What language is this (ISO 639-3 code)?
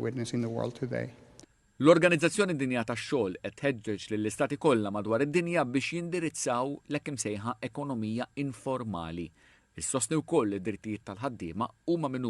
mlt